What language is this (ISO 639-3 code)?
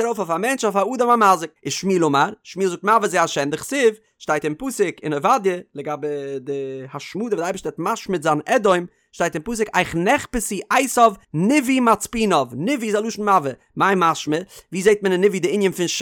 yid